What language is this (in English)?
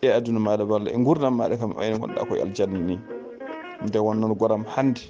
Fula